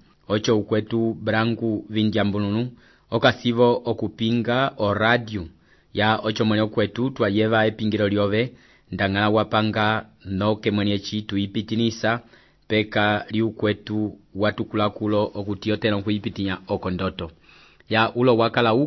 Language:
Umbundu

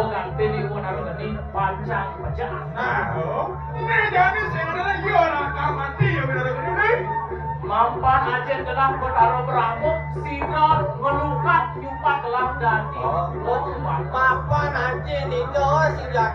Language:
Balinese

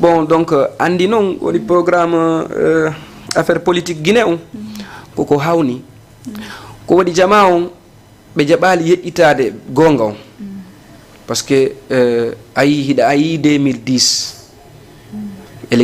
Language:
Fula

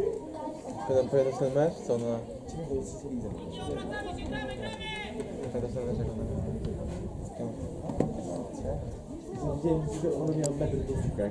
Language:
Polish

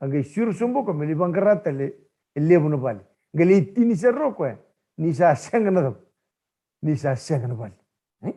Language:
Fijian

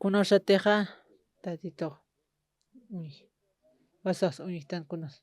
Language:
Aymara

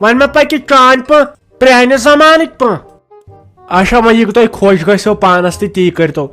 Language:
Kashmiri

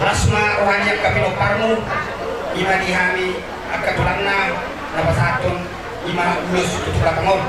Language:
Batak Toba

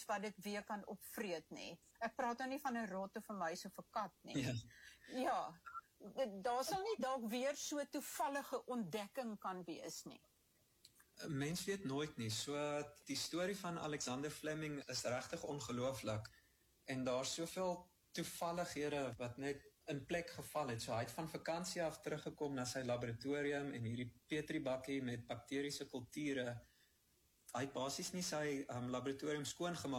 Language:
Afrikaans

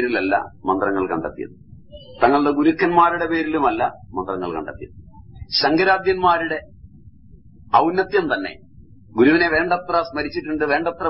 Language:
Malayalam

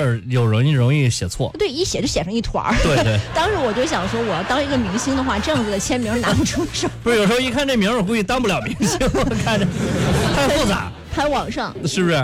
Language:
Chinese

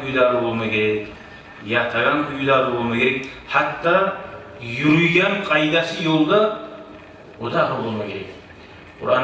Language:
Kumyk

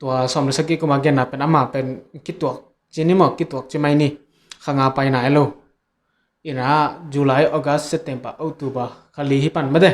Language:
Tedim Chin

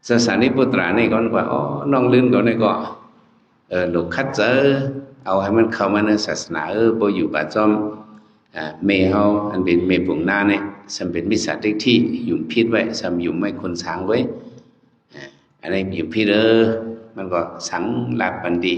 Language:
Shan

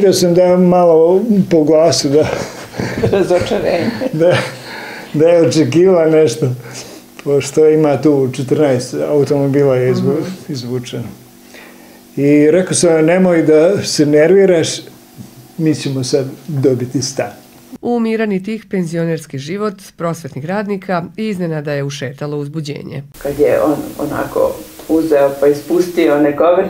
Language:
Serbian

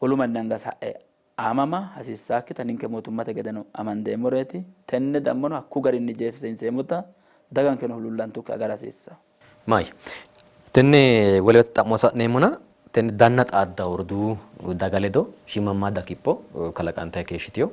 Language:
Sidamo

